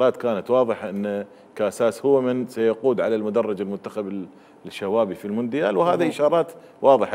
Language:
Mesopotamian Arabic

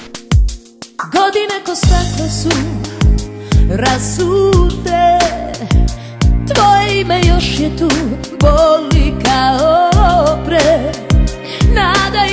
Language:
Serbian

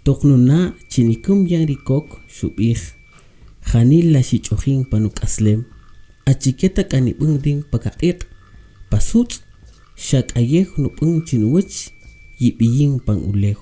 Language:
Kaqchikel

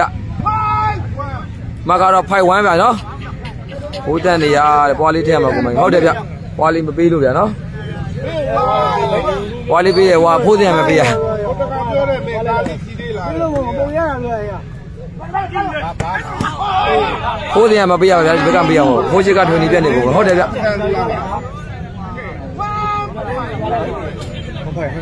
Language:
Burmese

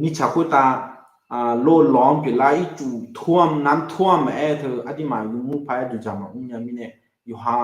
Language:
Akha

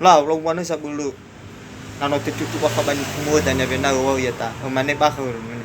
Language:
Nias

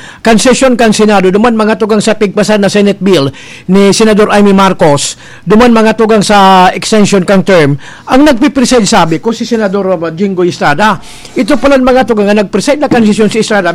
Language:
Bikol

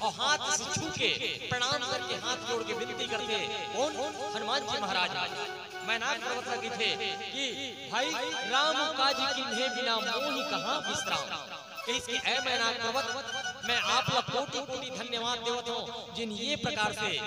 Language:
Chhattisgarhi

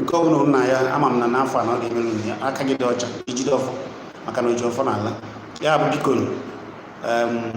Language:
Igbo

